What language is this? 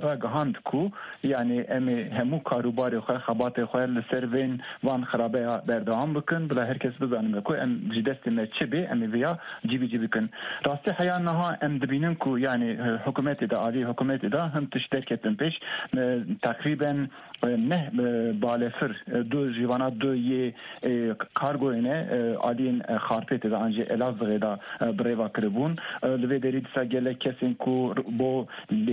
Kurdish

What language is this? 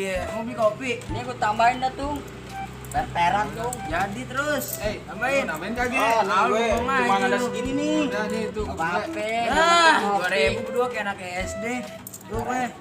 Betawi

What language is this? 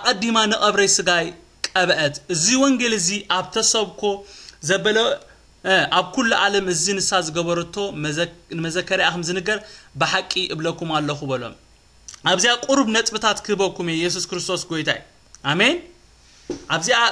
Tigrinya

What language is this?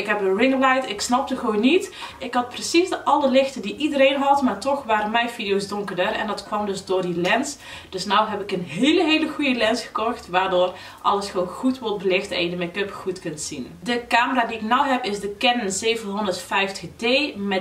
Dutch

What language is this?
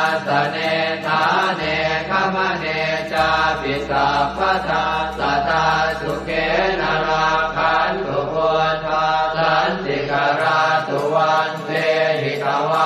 Pali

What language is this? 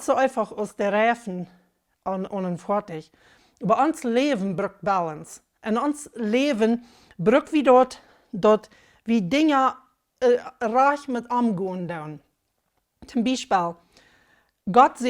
Plautdietsch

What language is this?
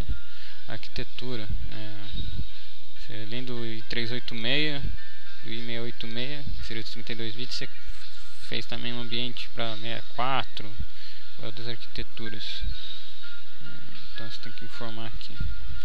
Portuguese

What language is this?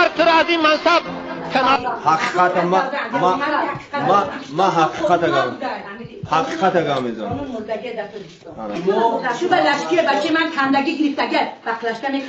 Persian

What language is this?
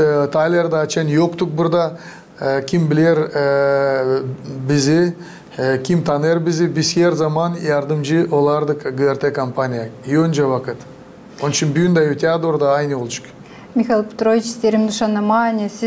Gagauz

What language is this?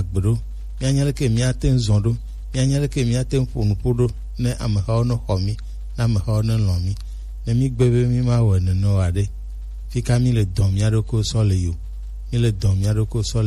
Gen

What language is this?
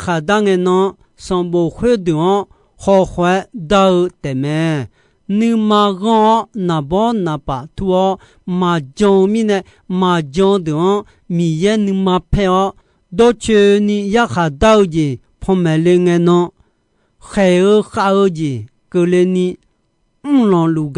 Akha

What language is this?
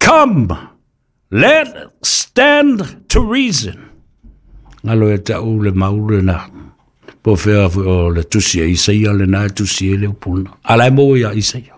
Samoan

